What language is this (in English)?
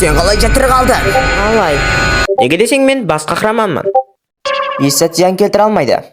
Kara-Kalpak